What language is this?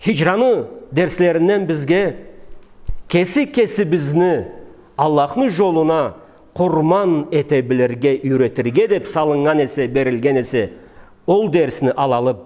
Karachay-Balkar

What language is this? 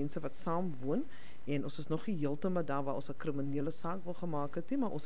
Afrikaans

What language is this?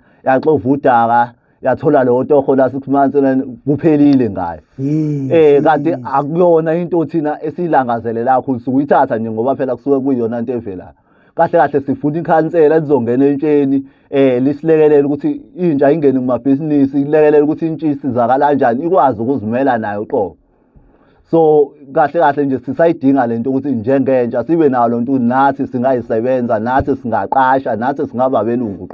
Zulu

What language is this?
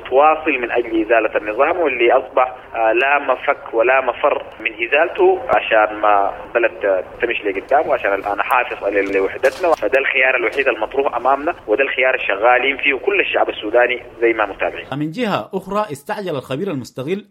Sudanese Arabic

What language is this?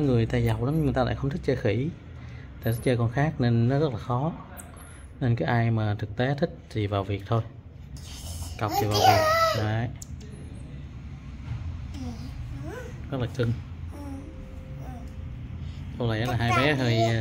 Vietnamese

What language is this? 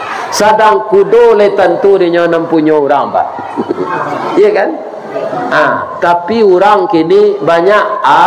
Minangkabau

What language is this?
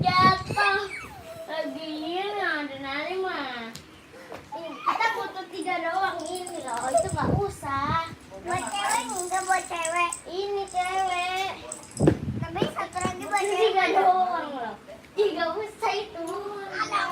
Betawi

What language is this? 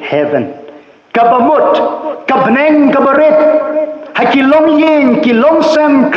Khasi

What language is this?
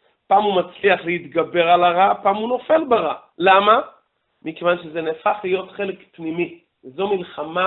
Hebrew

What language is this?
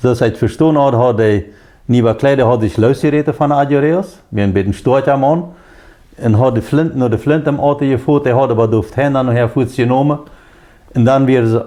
Plautdietsch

